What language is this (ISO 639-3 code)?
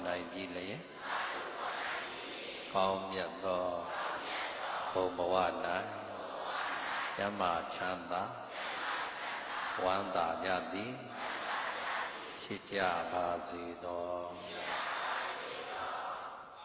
mya